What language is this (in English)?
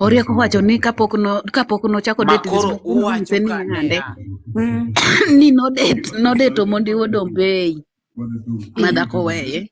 Luo (Kenya and Tanzania)